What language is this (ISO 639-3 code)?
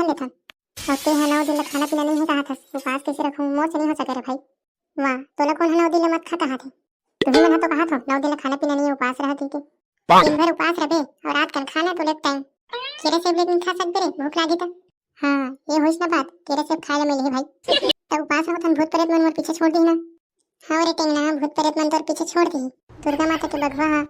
hne